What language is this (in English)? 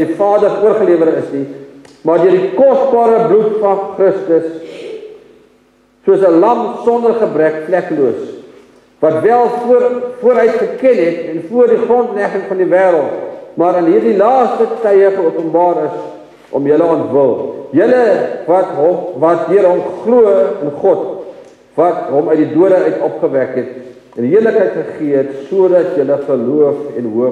Afrikaans